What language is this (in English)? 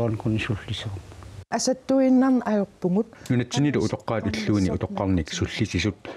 Kalaallisut